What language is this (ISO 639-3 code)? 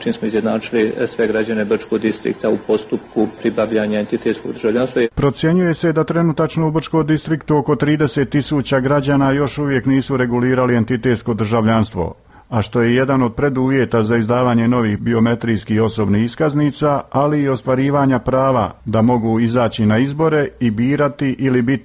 hrv